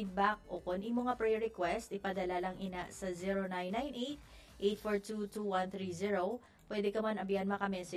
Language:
Hiligaynon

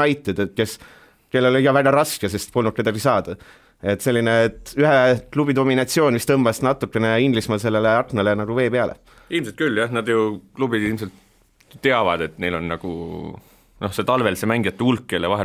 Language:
Estonian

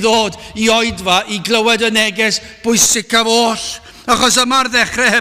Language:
Welsh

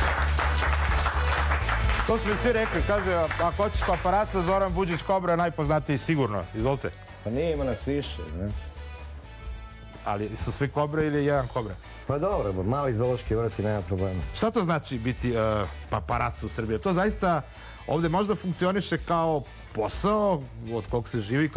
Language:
Serbian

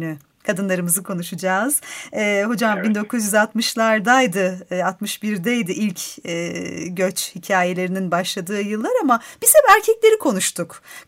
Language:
Turkish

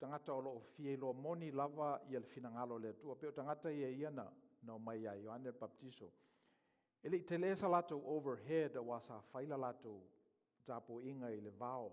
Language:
Samoan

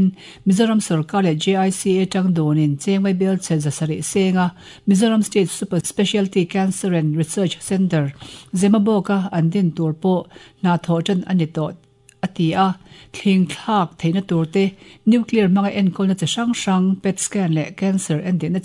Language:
Mizo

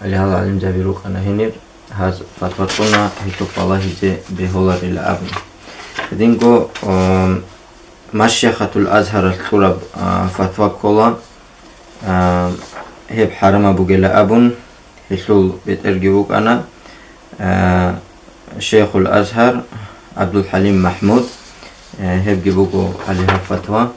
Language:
Avaric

